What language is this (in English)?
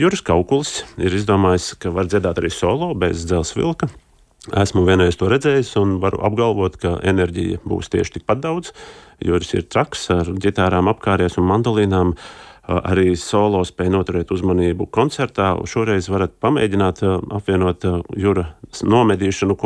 Latvian